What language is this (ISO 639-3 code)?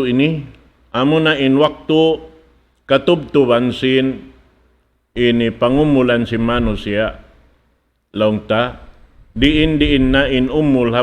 tsg